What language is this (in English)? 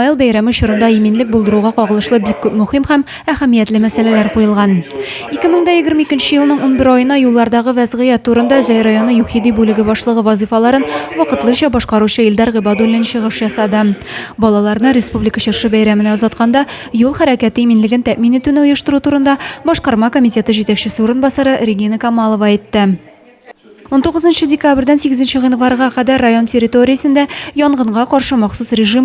Tatar